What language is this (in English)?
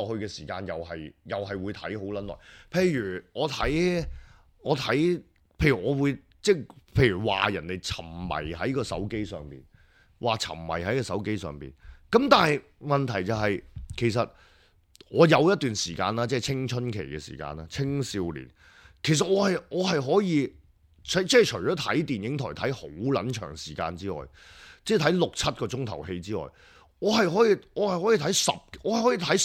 Cantonese